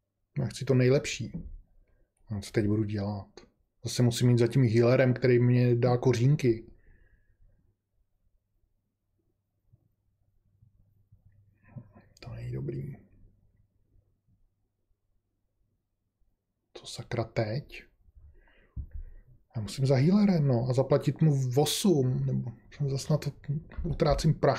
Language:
Czech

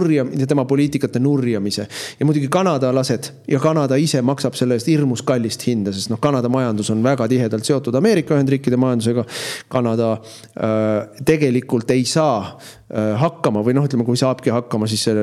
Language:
Estonian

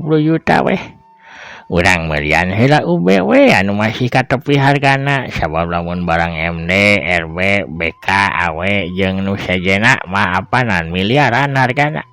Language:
Sundanese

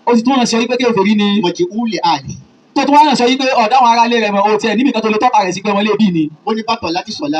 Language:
Yoruba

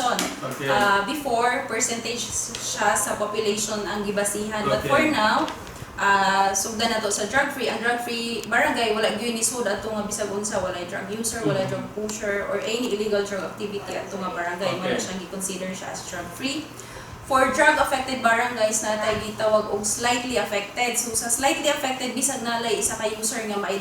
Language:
Cebuano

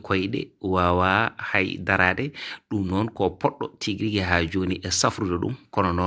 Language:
Fula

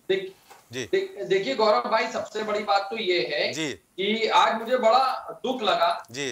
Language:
Hindi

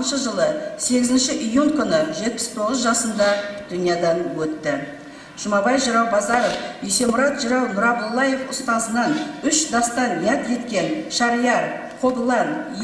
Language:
Kara-Kalpak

